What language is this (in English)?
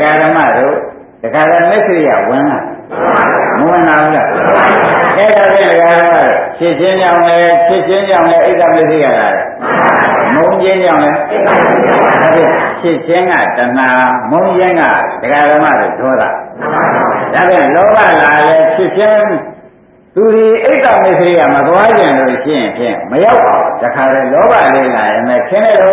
Burmese